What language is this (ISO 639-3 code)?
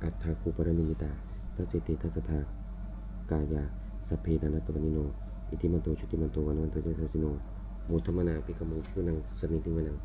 pli